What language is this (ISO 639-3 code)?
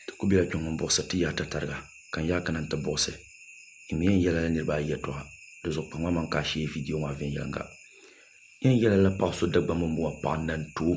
dag